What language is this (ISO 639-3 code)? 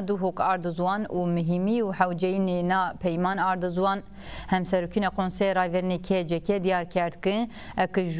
zza